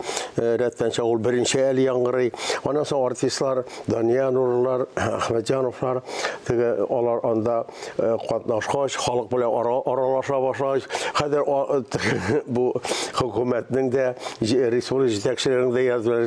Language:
Tatar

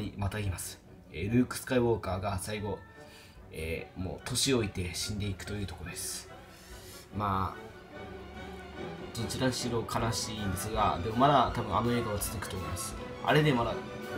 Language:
Japanese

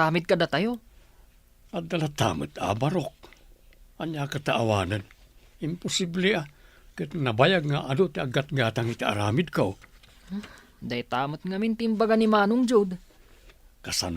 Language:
Iloko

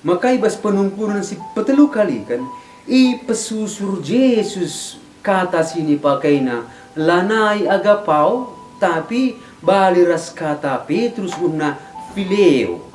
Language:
Batak Karo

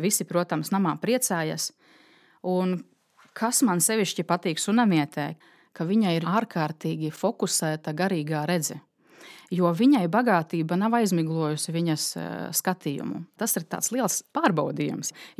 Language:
Latvian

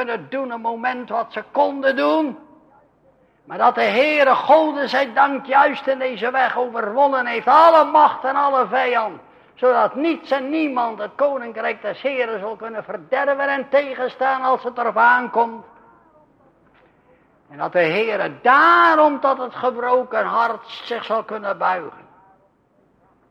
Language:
Dutch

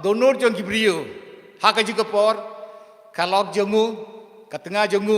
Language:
Khasi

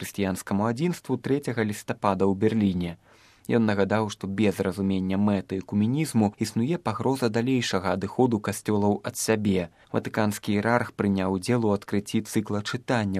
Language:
Belarusian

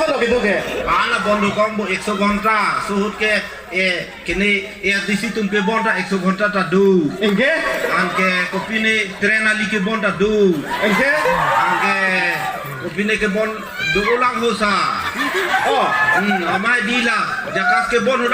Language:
Karbi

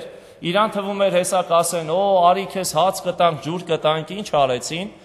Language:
Armenian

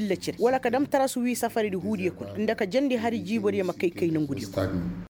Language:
Koyraboro Senni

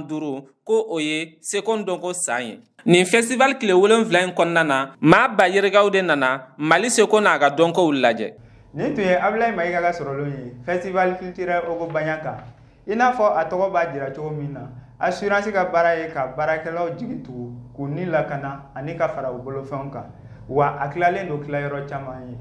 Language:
Bambara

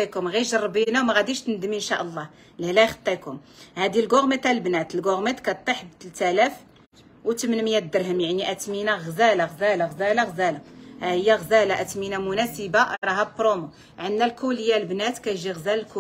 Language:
Moroccan Arabic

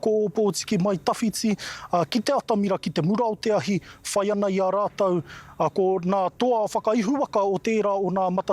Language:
Māori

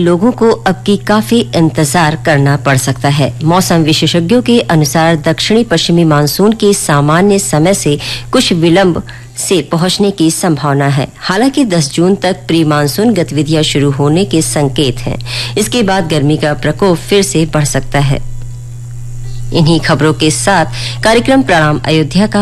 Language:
Hindi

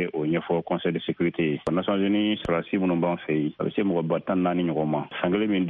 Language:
Bambara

